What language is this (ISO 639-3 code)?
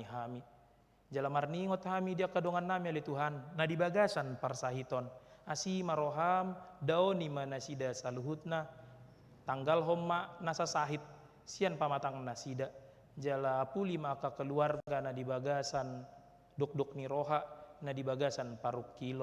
bbc